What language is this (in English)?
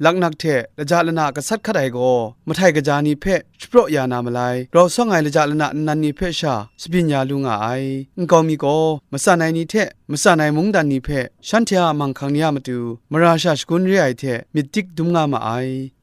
Kachin